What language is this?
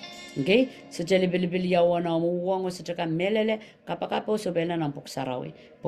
Pohnpeian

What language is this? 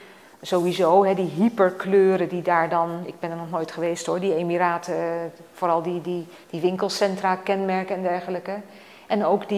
Dutch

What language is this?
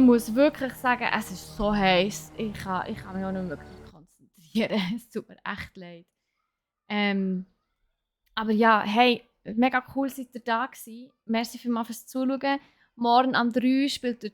Swiss German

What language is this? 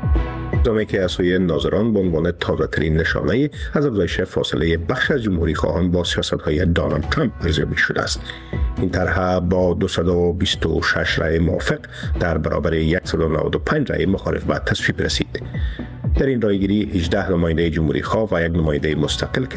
Persian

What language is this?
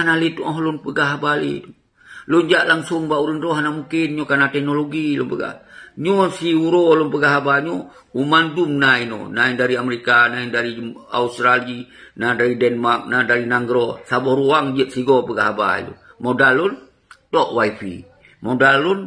Achinese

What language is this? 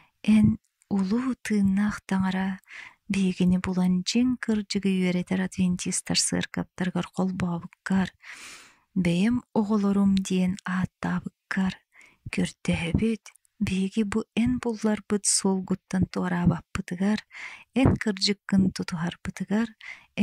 Yakut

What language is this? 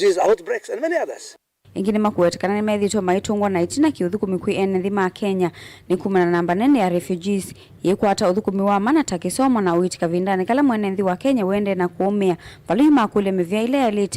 Kamba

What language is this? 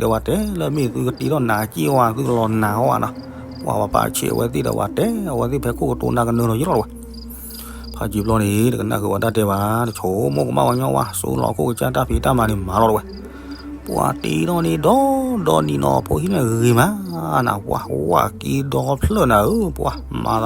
S'gaw Karen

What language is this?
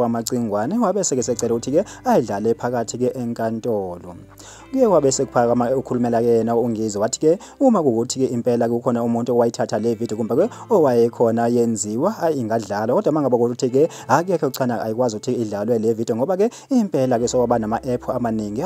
Zulu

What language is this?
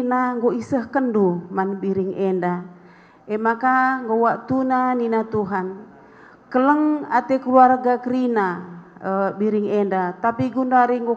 Batak Karo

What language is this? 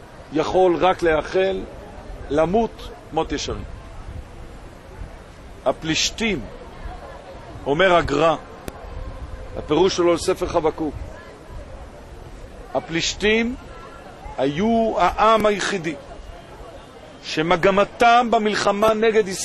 Hebrew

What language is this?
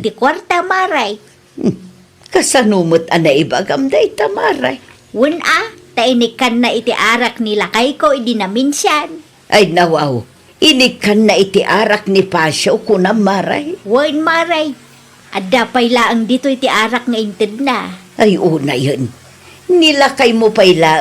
Iloko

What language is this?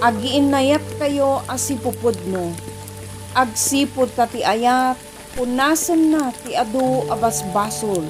Iloko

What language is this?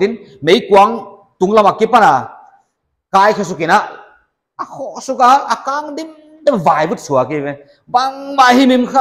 Paite Chin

